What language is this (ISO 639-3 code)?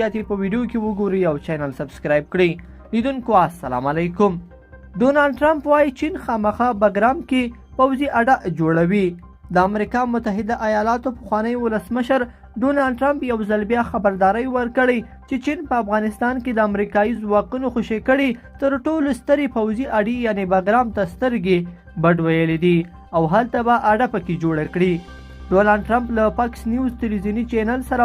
pus